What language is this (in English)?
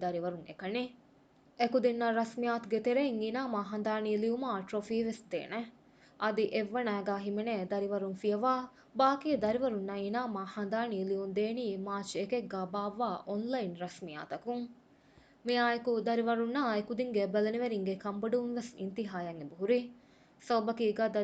Divehi